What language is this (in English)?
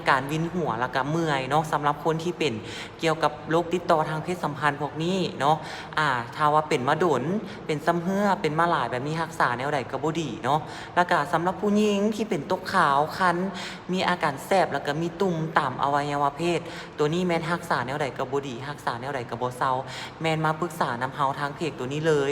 Lao